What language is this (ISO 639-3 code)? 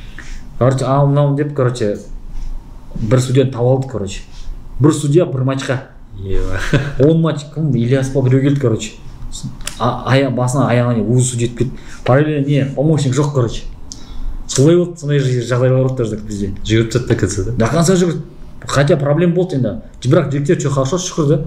kaz